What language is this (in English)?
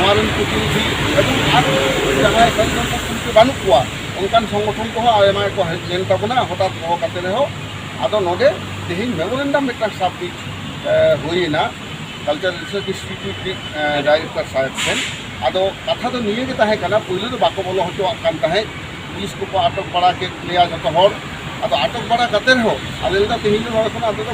Santali